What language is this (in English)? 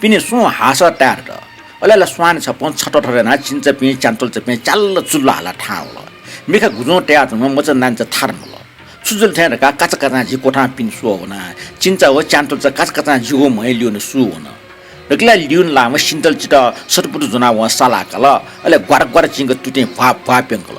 Newari